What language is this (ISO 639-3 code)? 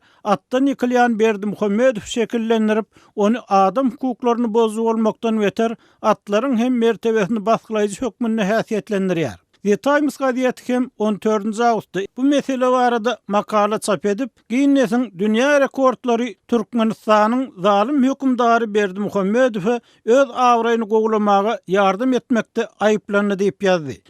tuk